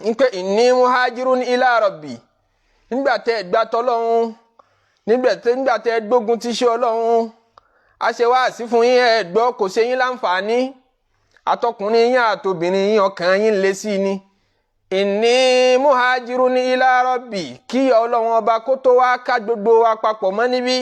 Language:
Yoruba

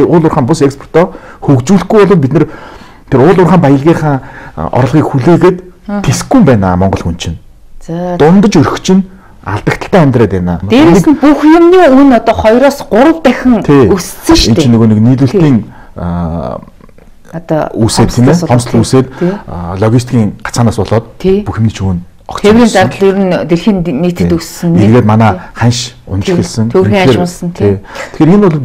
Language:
Mongolian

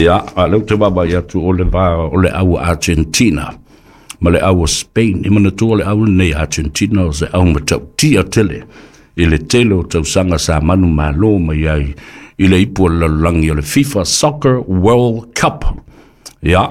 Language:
Samoan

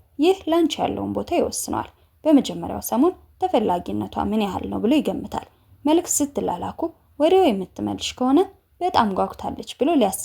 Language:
Amharic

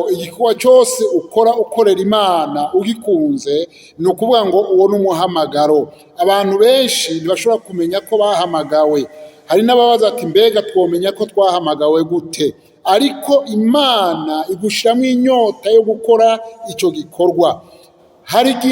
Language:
Rundi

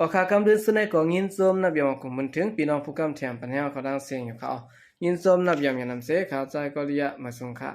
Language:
Shan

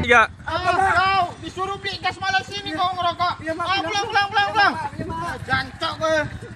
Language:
Minangkabau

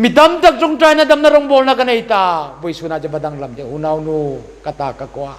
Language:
Hmar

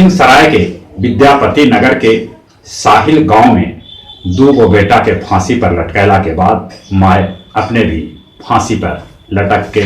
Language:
Magahi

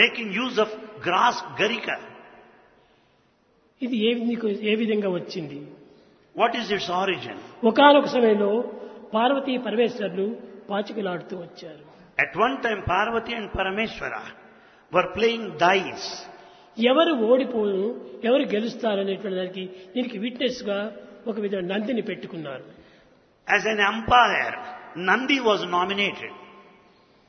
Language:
Telugu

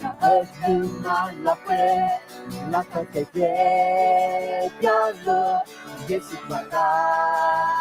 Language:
Akha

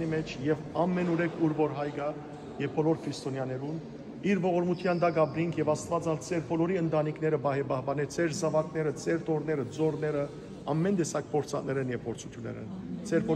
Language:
Western Armenian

